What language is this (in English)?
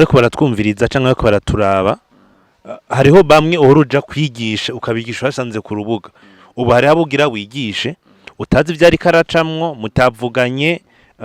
Rundi